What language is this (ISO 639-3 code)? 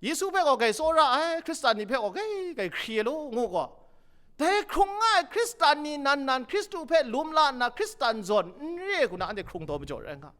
kac